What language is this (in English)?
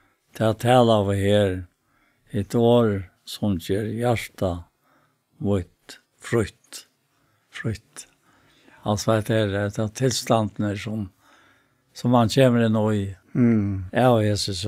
Faroese